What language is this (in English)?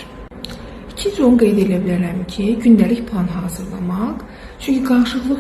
Azerbaijani